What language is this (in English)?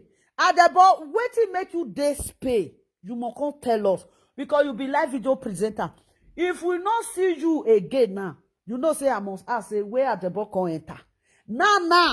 Nigerian Pidgin